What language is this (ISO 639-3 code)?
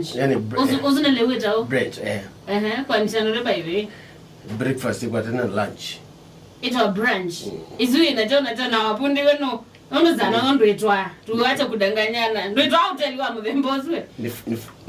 kam